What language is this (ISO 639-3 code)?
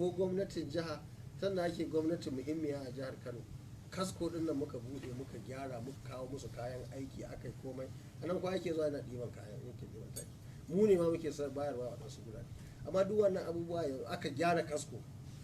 hau